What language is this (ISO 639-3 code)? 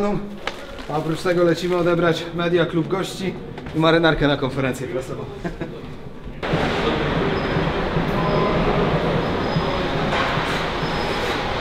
pol